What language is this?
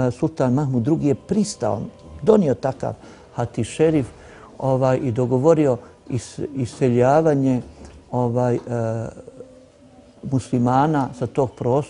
Bosnian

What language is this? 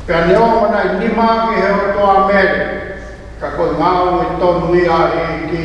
Tongan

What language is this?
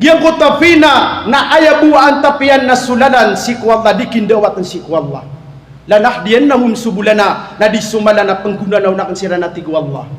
Maranao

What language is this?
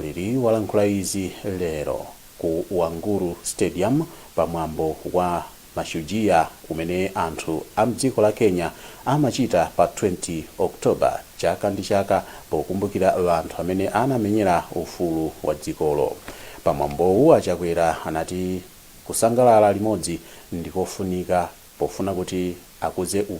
Nyanja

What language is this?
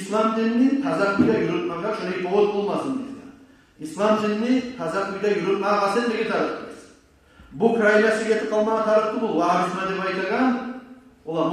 Kumyk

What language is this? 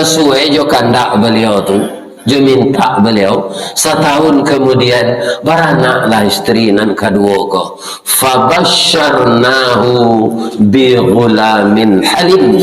Minangkabau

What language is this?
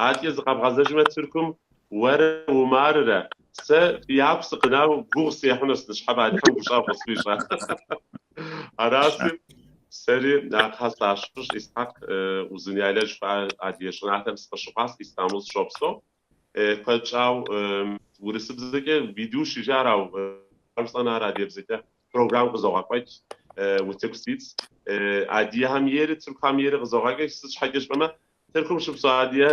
Kabardian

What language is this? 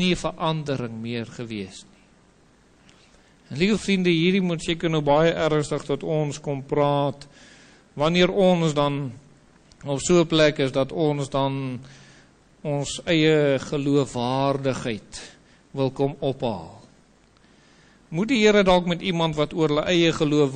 Afrikaans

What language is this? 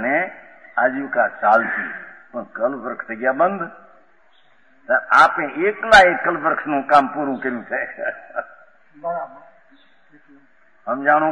Gujarati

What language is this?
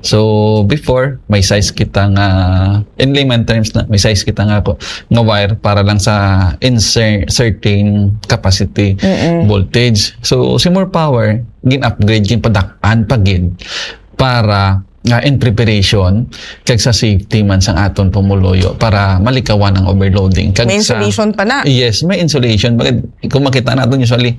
Hiligaynon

